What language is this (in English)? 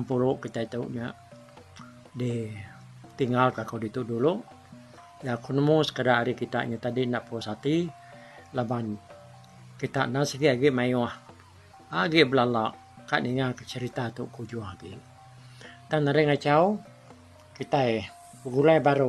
Iban